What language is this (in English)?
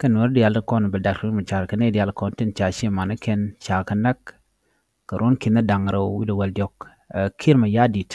Nuer